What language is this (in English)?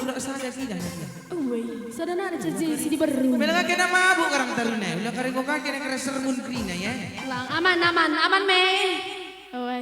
Batak Karo